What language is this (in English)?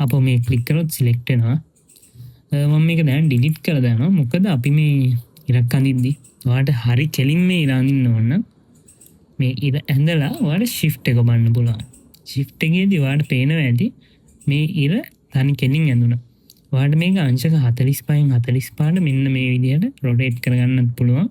Sinhala